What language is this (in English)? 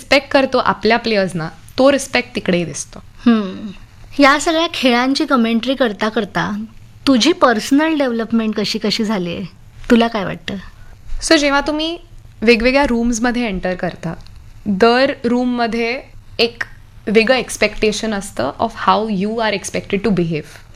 Marathi